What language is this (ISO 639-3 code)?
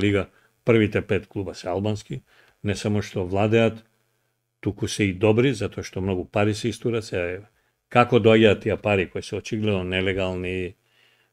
mkd